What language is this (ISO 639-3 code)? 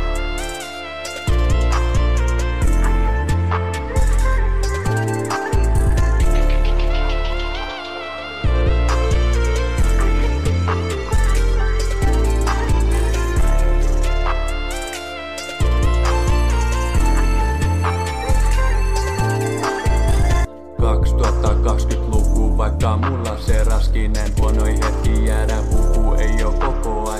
fin